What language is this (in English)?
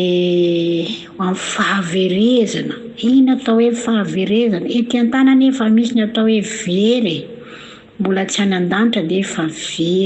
Malagasy